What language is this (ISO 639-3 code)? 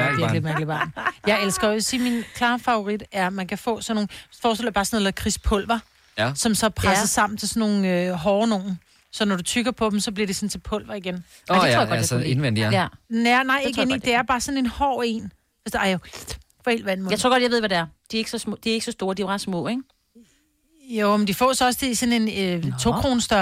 dan